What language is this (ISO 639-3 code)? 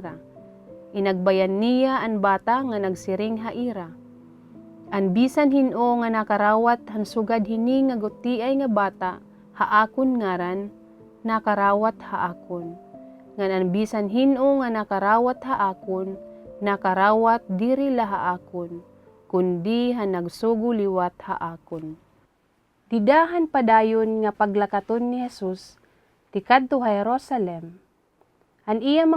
war